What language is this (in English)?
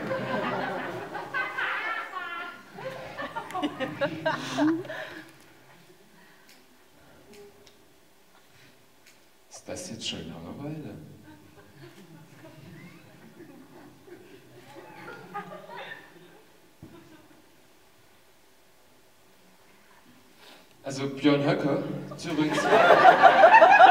German